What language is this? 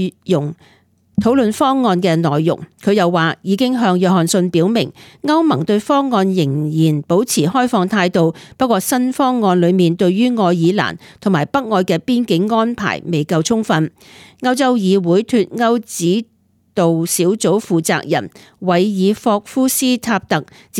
Cantonese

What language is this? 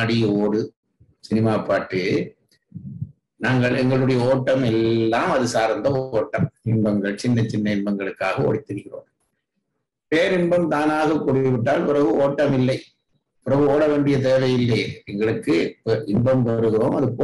Tamil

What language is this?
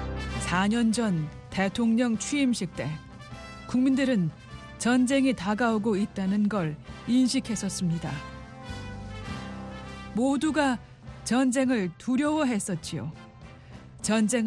Korean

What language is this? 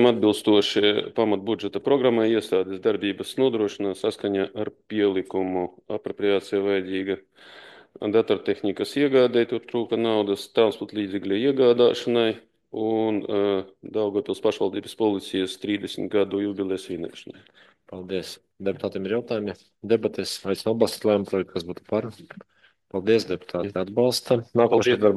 Latvian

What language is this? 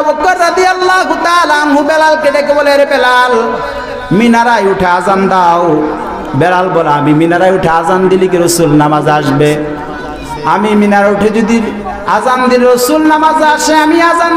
Bangla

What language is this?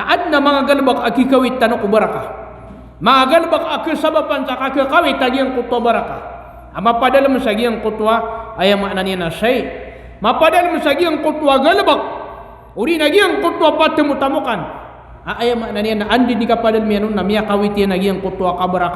Maranao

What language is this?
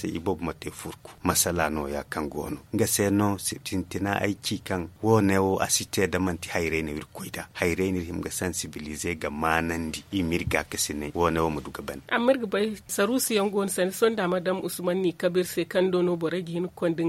Zarma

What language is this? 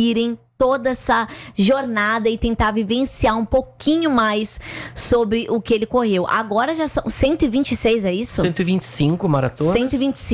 Portuguese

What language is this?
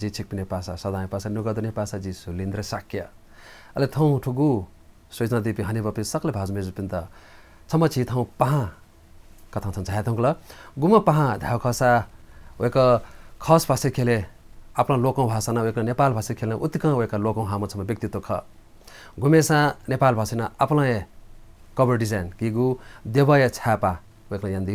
Newari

